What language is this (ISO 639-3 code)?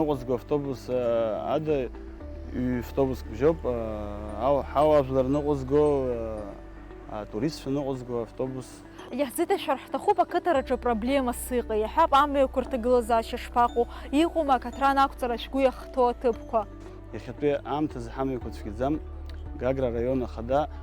abk